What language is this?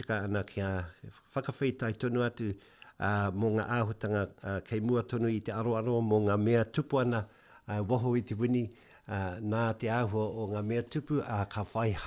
Māori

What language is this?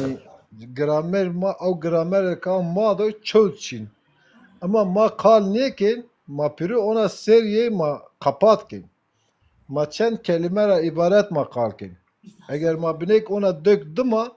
Zaza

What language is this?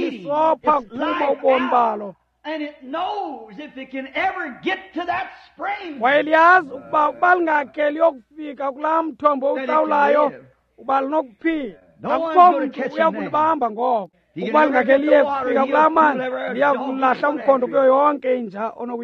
Xhosa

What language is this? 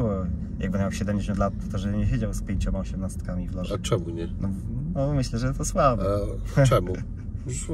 Polish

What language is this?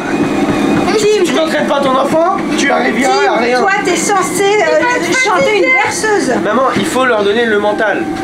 French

